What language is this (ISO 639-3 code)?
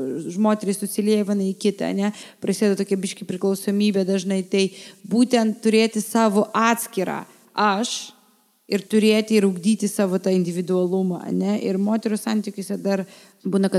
lit